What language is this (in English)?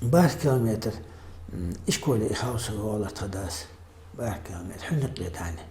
Ingush